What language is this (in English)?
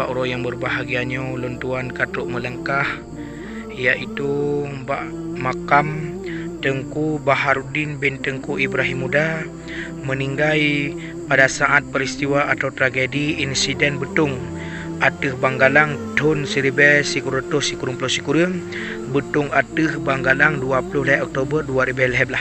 Achinese